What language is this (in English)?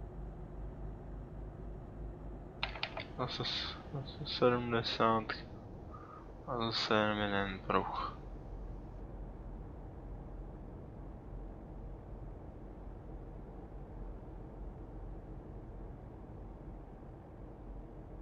Czech